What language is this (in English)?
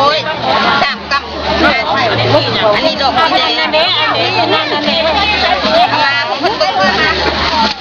Lao